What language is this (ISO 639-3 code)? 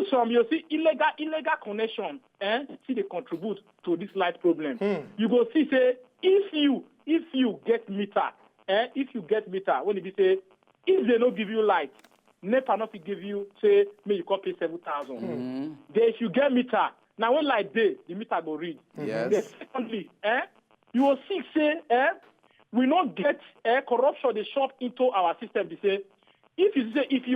pcm